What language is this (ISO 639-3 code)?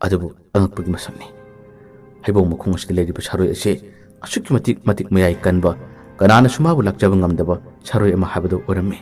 mni